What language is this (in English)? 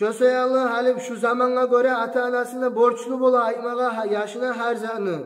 Kumyk